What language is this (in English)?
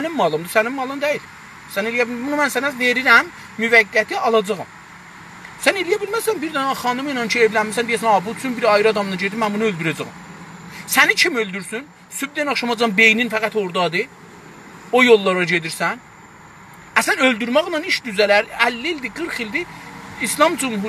South Azerbaijani